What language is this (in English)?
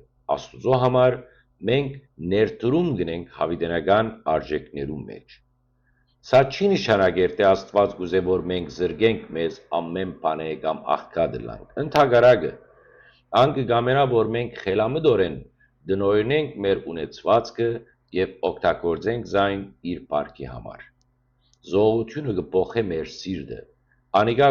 Western Armenian